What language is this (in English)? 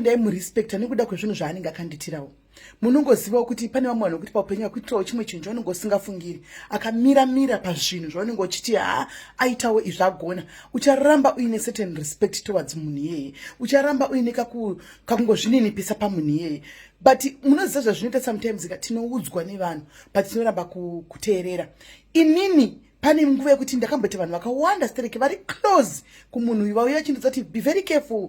Shona